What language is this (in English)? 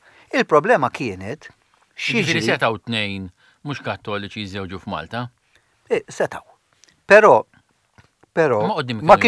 Maltese